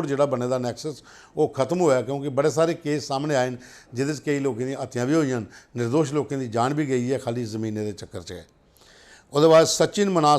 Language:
Dogri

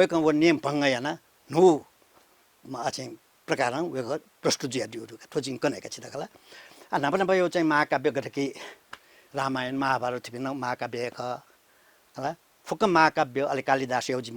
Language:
Newari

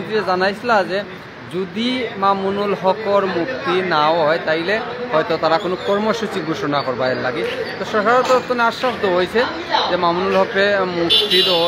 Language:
Sylheti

